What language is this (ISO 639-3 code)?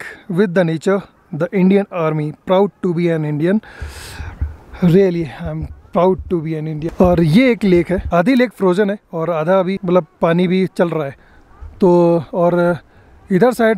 hin